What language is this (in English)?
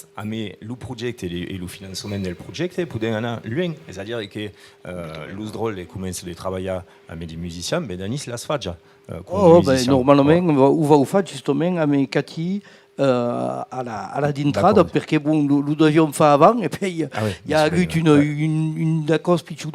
Occitan